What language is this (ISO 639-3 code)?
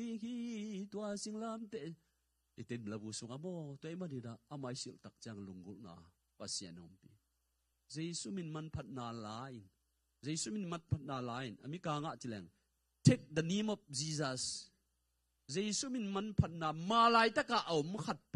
ctd